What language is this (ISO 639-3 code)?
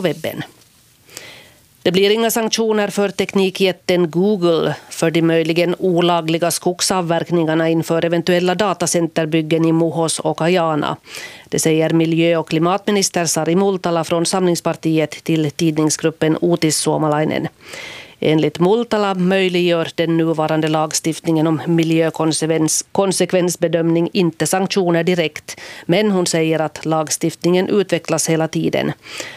swe